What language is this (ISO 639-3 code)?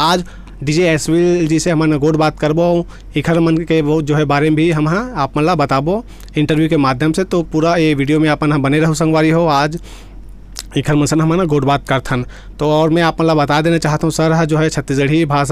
hne